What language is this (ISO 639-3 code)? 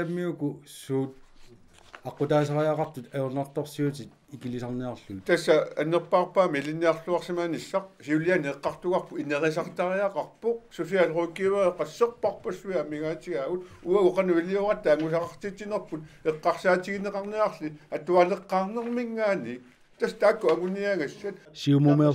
kal